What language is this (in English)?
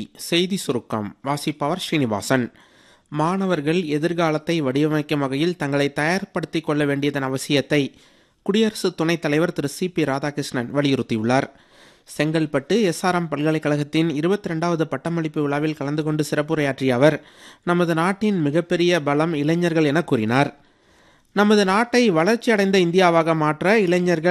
Tamil